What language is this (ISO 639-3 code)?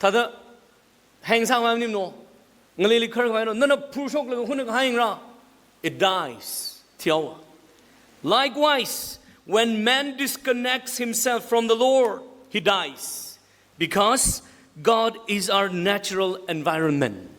nmf